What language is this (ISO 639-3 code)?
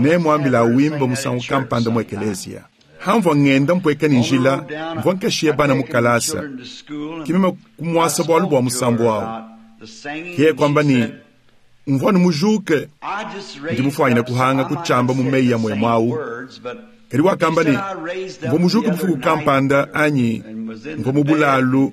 lua